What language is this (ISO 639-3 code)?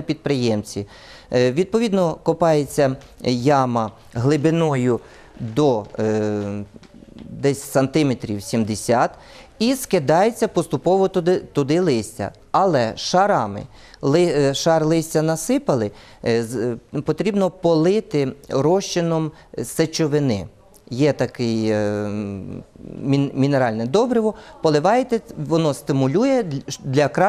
ukr